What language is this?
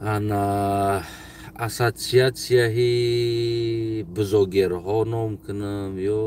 Tajik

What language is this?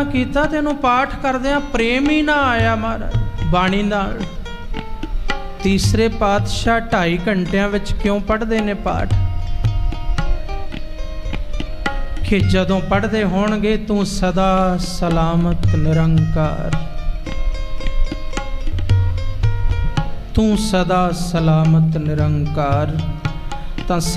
Punjabi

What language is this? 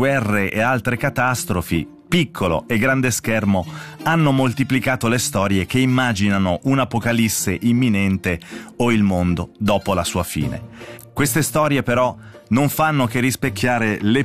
Italian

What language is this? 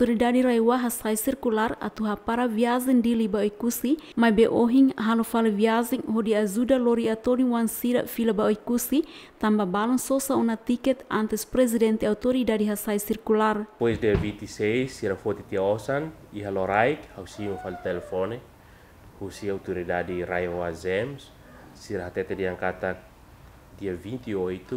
Tetum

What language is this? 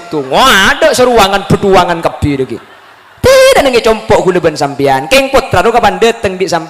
Madurese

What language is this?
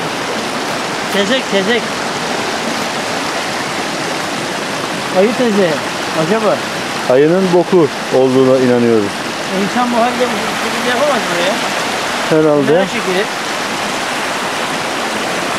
Turkish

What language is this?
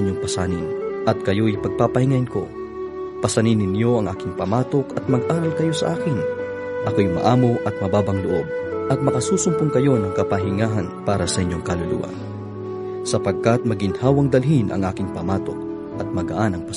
Filipino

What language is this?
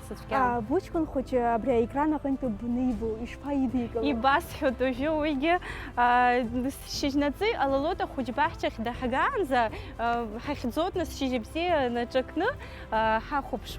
Abkhazian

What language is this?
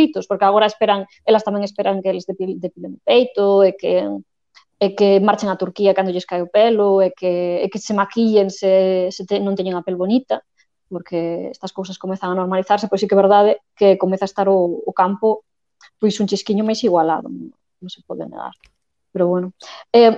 Galician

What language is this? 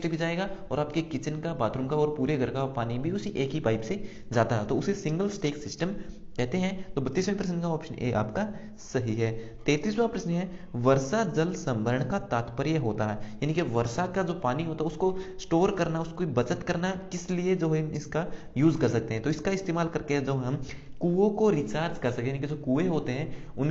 Hindi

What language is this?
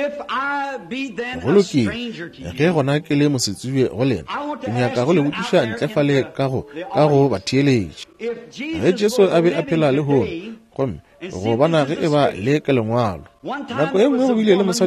Northern Sotho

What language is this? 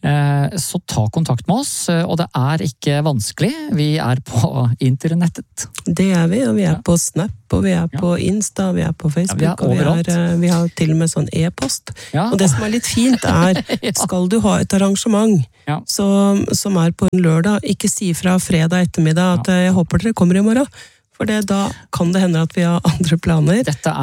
Norwegian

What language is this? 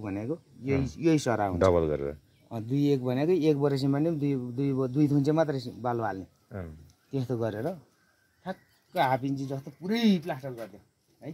Nepali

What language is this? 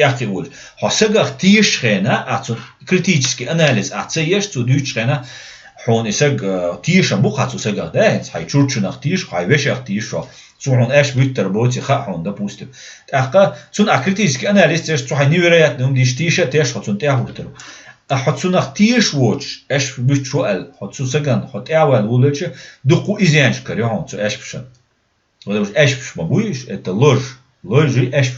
Chechen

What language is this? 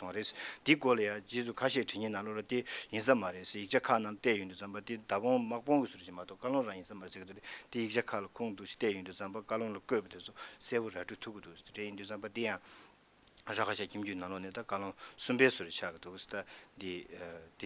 Tibetan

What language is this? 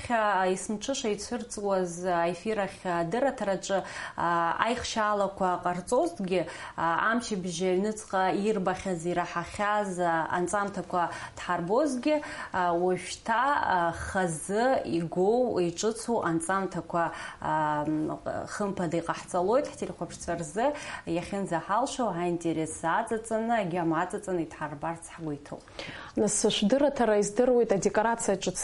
Abkhazian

